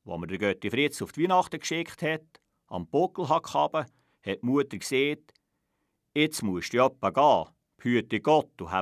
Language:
Swiss German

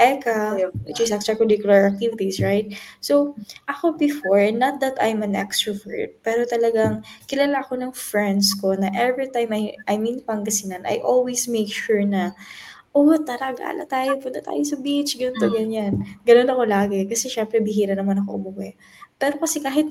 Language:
Filipino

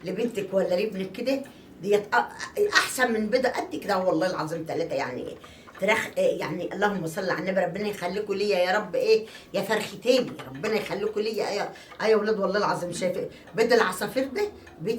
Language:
Egyptian Arabic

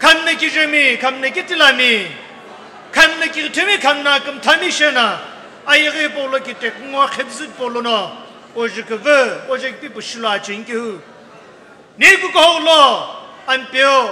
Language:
Sumi Naga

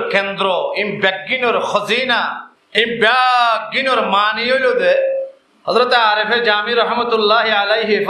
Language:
Rohingya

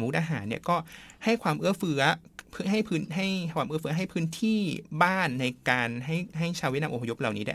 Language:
Thai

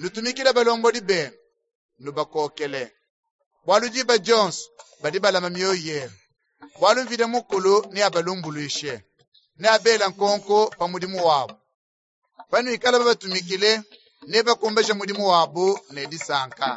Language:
Luba-Lulua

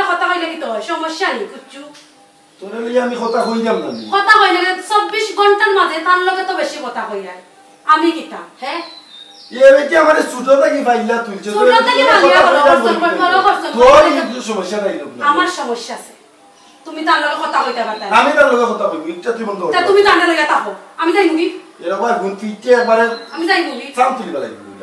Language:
Sylheti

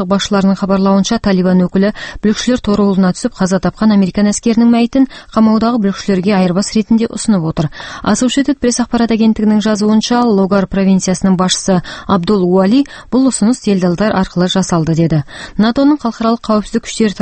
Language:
Kazakh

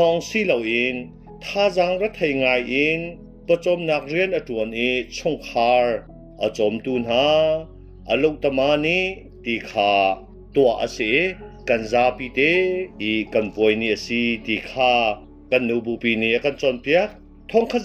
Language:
Hakha Chin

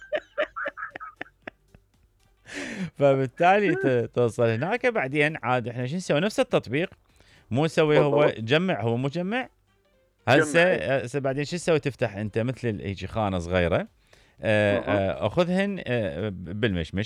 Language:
Mesopotamian Arabic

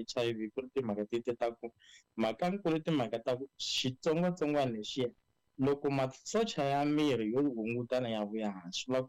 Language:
Tsonga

